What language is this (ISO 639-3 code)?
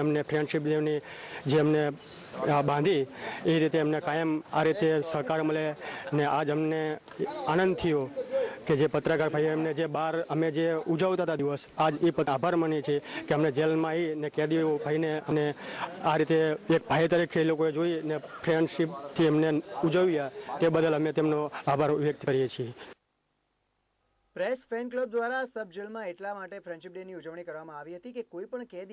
guj